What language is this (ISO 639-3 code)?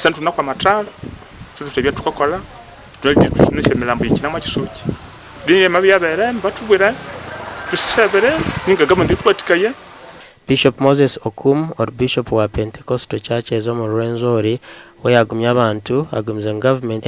nyn